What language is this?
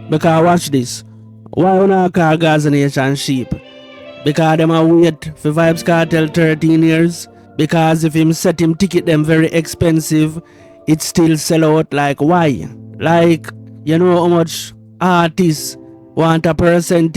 Jamaican Creole English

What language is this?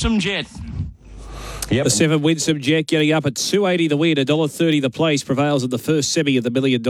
English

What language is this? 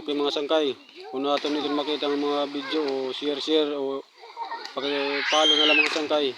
Waray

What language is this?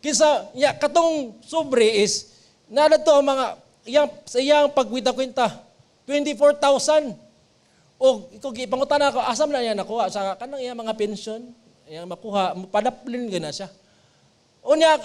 Cebuano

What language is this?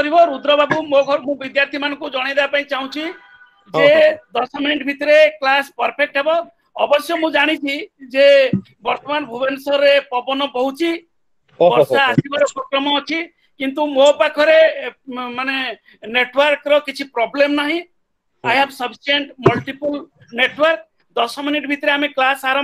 Odia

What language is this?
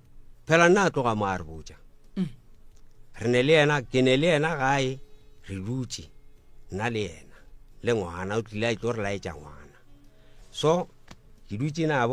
Northern Sotho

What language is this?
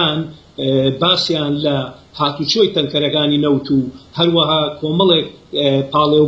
Central Kurdish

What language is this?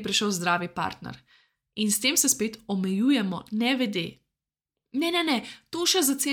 Slovenian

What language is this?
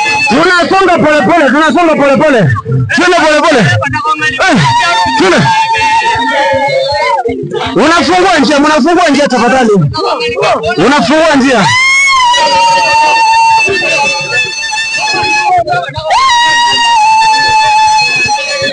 Swahili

